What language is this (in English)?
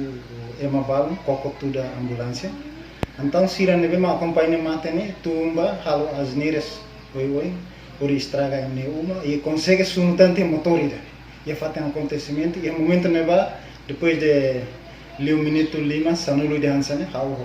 Tetum